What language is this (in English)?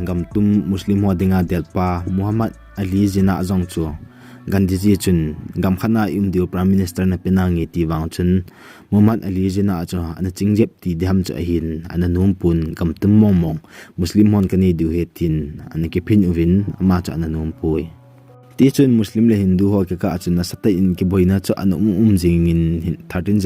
Thado Chin